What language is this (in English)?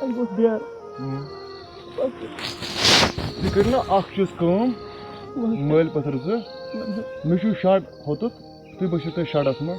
Kashmiri